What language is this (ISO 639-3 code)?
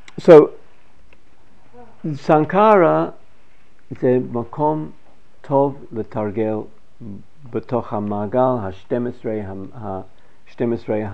heb